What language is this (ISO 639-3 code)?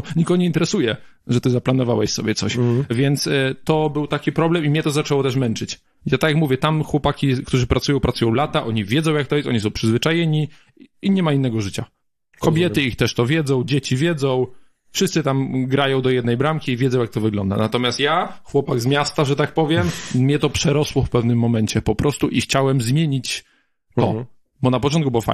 pol